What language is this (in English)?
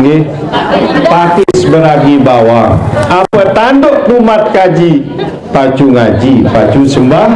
Sasak